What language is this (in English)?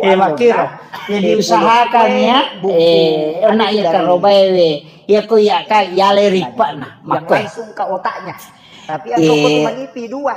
Buginese